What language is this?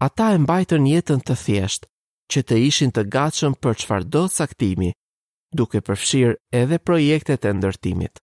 Albanian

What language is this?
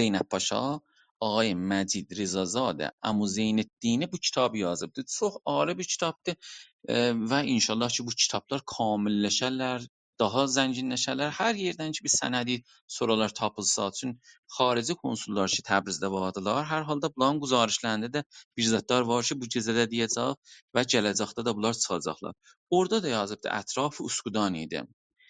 South Azerbaijani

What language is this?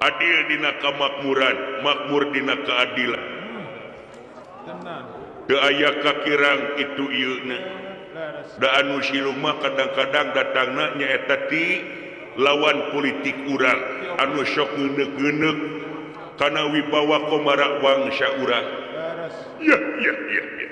Sundanese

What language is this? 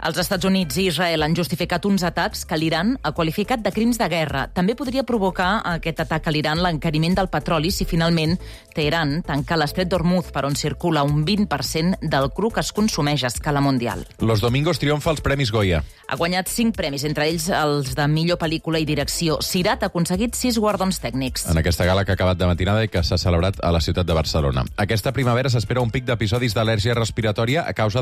Catalan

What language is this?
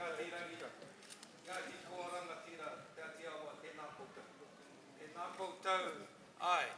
Māori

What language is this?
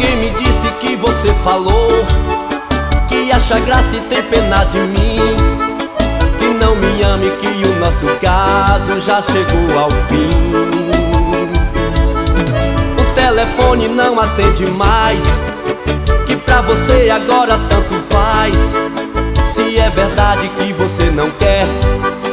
Portuguese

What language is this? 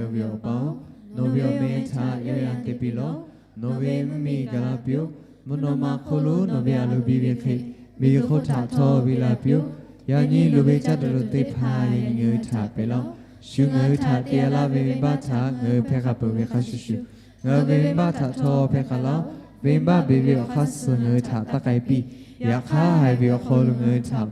Lahu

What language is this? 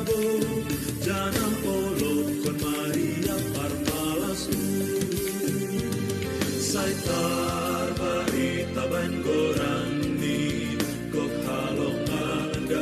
Batak Simalungun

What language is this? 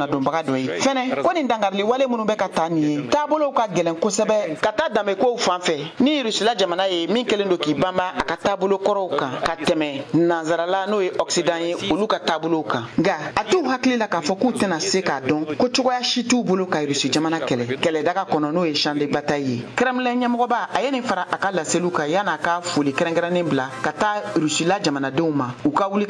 Bambara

